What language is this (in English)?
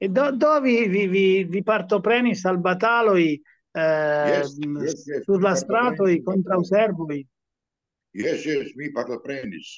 Esperanto